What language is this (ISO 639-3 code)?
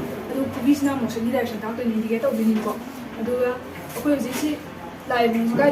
mni